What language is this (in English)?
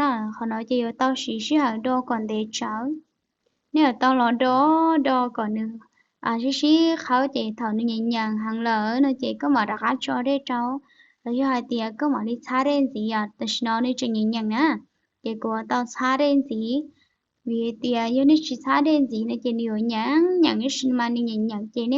Hmong